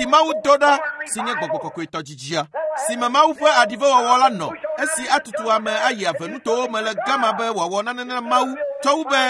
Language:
Ewe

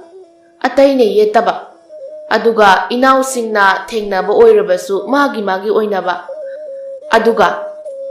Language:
Manipuri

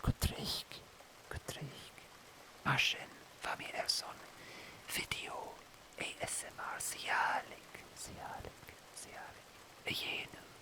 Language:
Scottish Gaelic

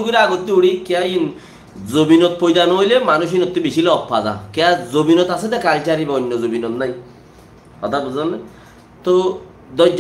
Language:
Rohingya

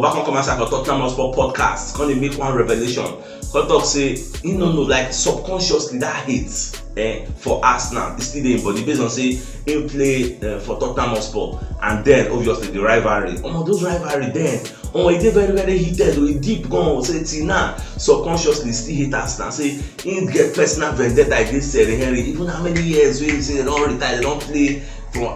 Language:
Nigerian Pidgin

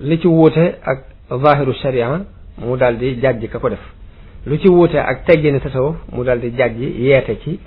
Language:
Wolof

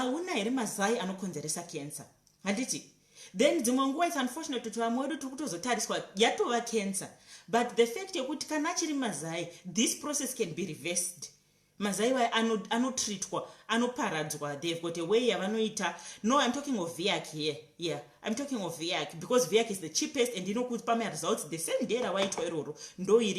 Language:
Shona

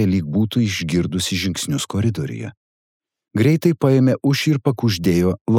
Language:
Lithuanian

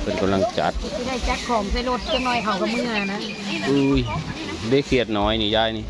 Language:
Northeastern Thai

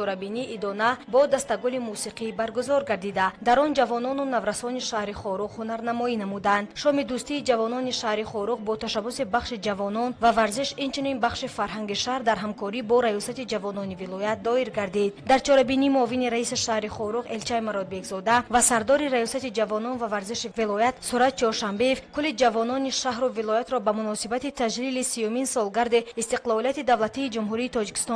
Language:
Tajik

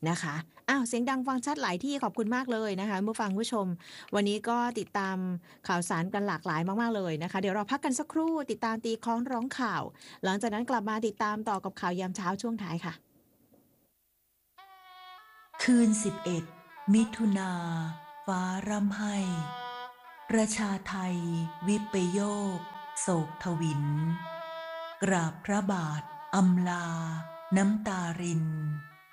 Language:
Thai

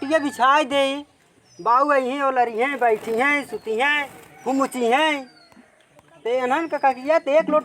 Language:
Awadhi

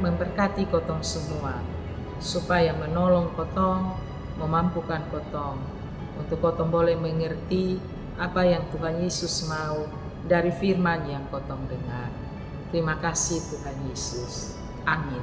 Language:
Kupang Malay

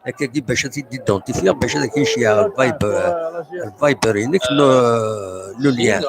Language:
Kabyle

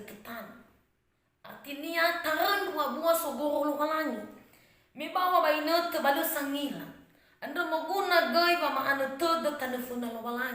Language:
Nias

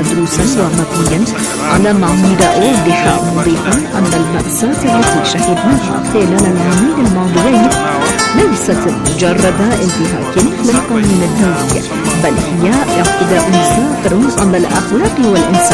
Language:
Arabic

